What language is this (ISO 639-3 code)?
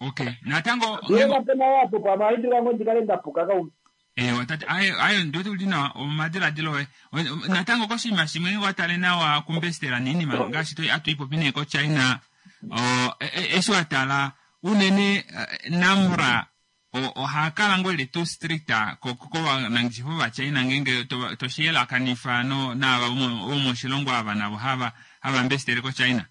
kua